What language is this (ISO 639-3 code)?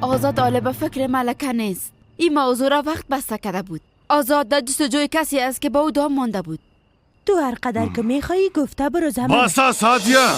fas